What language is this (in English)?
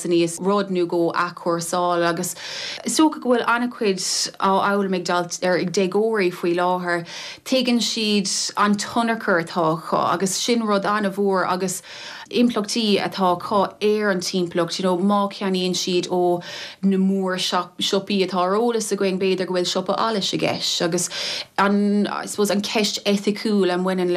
Irish